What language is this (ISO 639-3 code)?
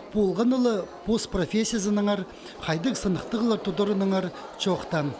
kjh